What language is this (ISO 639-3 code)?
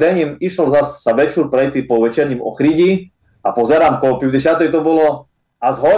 slk